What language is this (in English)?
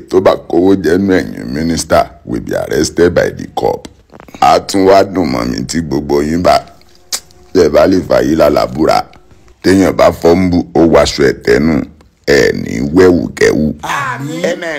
Yoruba